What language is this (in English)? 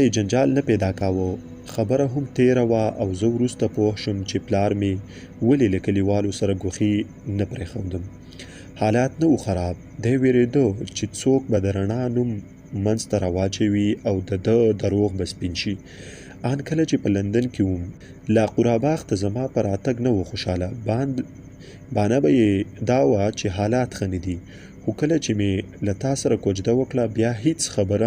Pashto